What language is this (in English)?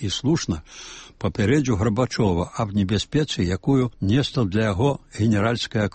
Belarusian